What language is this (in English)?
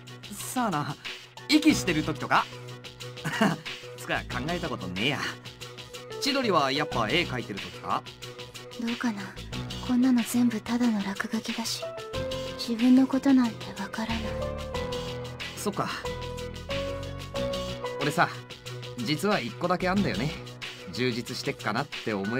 Japanese